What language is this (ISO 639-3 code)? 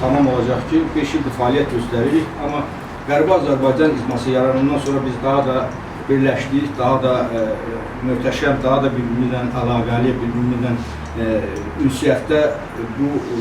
aze